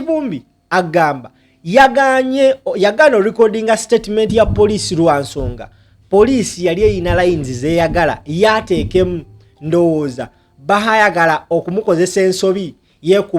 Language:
Ganda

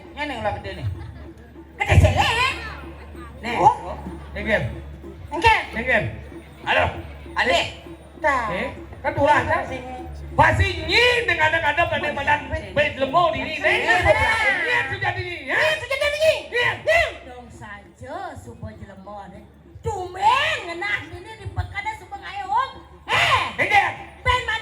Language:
Balinese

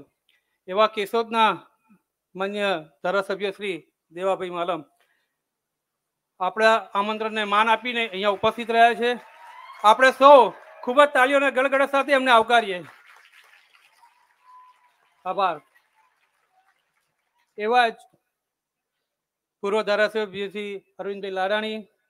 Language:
Gujarati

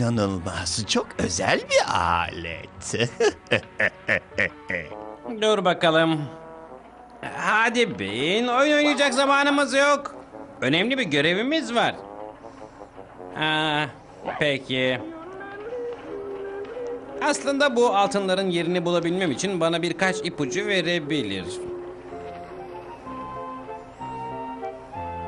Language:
Turkish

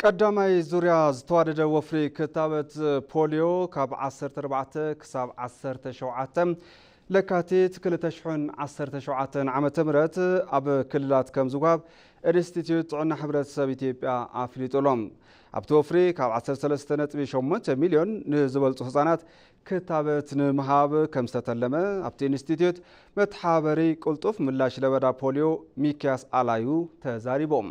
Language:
Tigrinya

